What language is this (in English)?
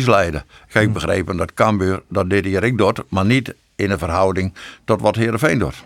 Western Frisian